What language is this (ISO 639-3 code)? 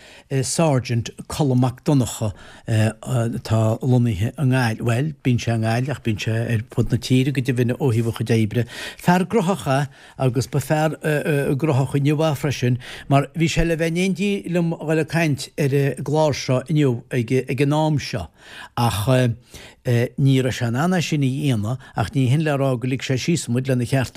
gle